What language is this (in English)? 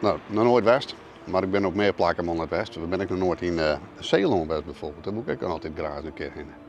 Western Frisian